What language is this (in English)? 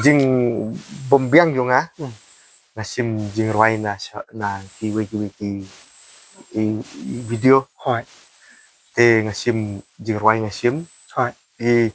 Khasi